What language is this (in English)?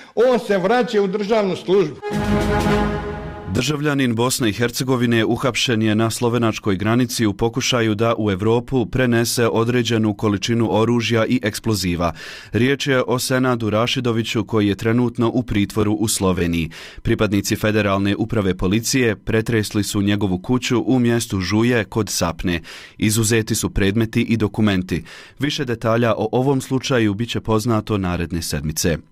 Bosnian